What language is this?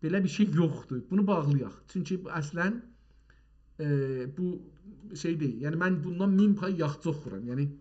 South Azerbaijani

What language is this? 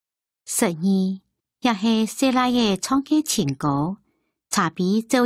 Hakka Chinese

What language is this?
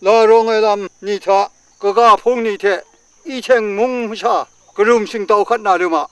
Kachin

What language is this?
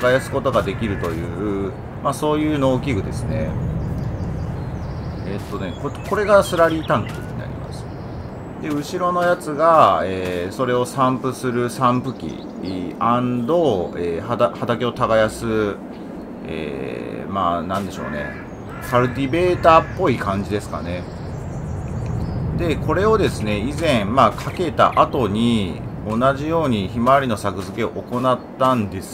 Japanese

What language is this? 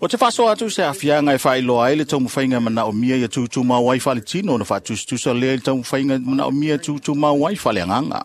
Samoan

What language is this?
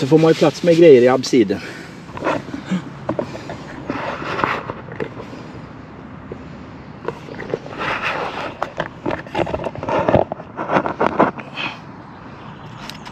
Swedish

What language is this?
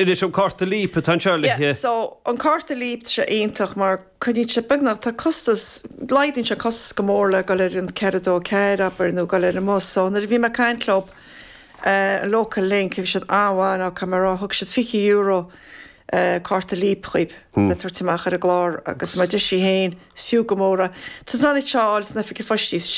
Irish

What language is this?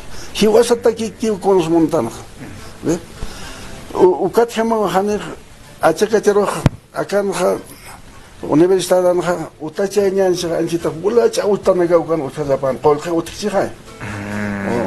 Aymara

